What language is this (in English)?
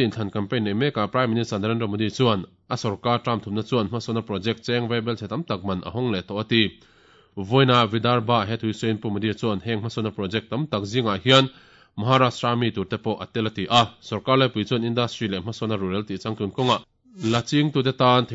Mizo